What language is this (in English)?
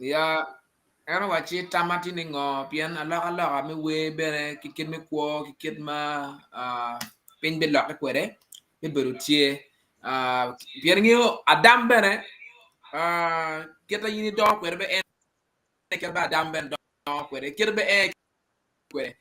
Acoli